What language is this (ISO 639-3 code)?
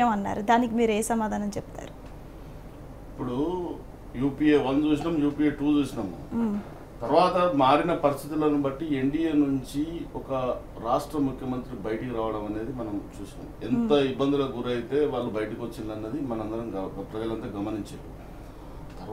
tel